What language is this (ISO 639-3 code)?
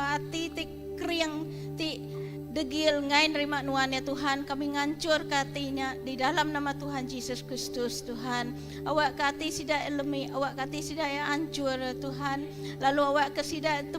iba